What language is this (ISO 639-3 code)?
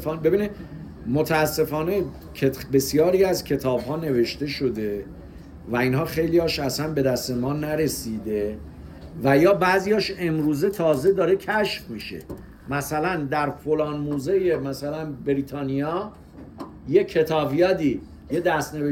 fas